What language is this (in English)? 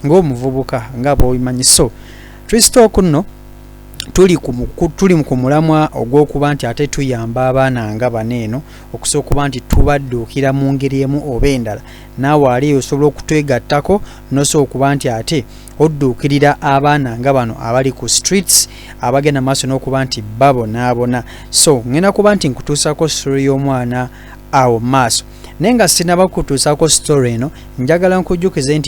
Ganda